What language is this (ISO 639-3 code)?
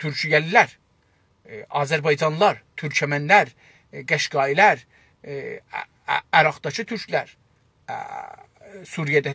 azb